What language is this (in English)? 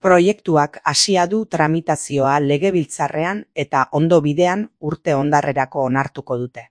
Basque